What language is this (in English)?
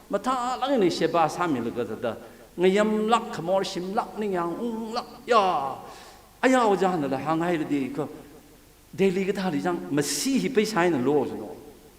Tangkhul Naga (India)